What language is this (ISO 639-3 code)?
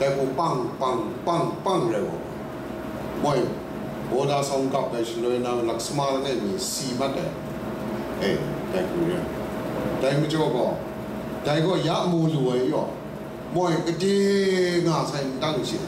kac